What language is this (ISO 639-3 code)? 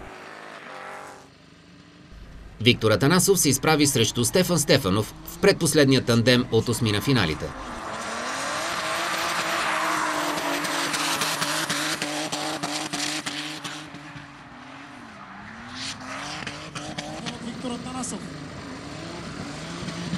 bul